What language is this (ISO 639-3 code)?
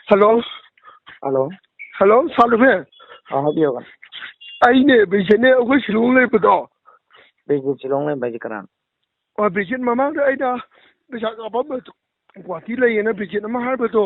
mni